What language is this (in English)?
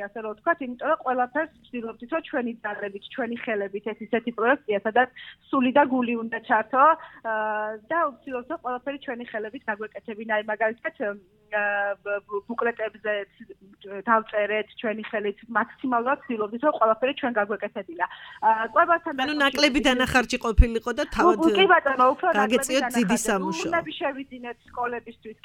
Georgian